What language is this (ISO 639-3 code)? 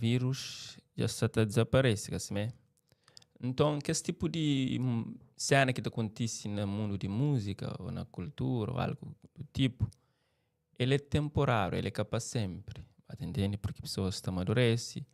kea